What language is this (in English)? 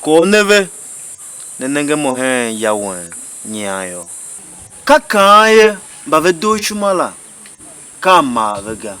Tiv